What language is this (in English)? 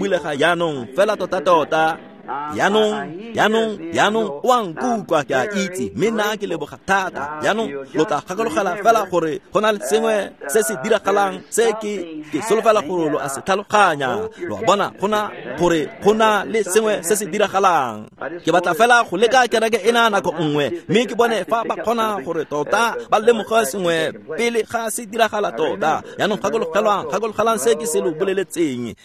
Tswana